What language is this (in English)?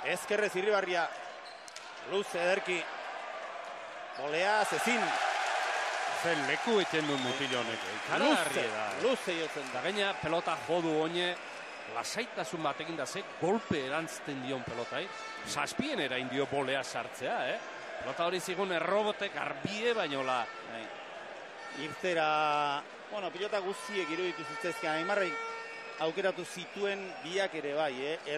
Basque